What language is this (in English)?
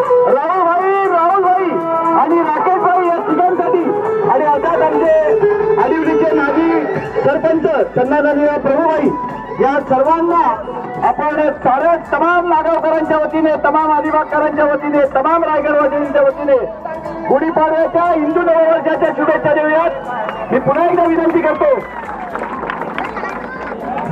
Marathi